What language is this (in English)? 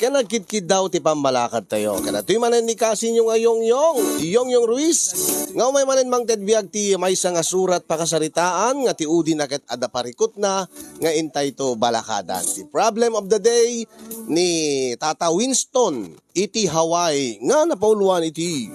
Iloko